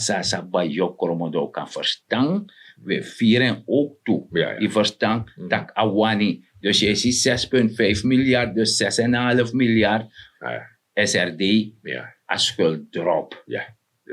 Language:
Sranan Tongo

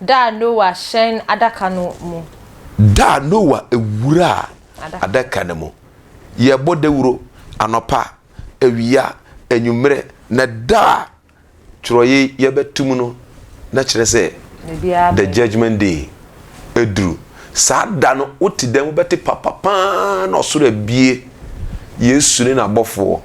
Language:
Akan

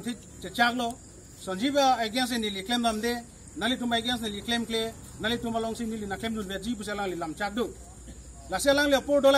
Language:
Karbi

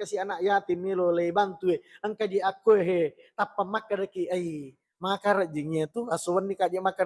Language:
Buginese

